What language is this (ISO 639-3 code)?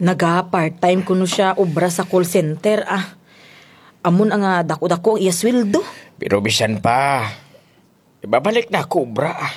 krj